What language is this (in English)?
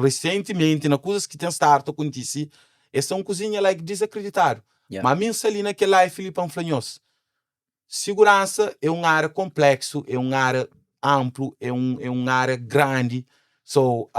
Kabuverdianu